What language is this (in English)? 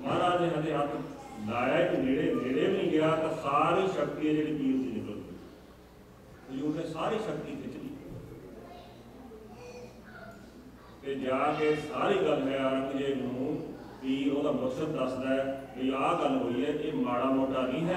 Punjabi